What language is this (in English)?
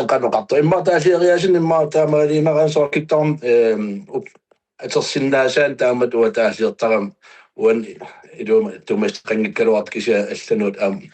Kalaallisut